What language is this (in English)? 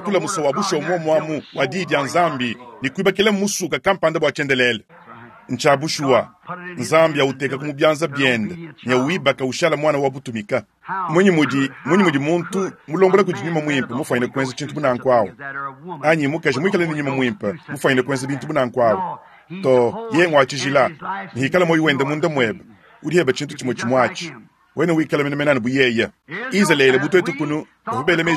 Luba-Lulua